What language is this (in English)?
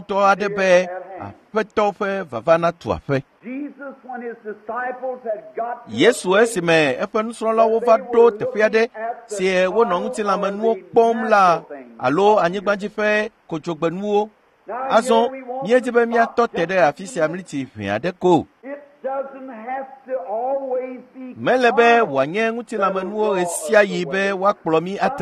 Ewe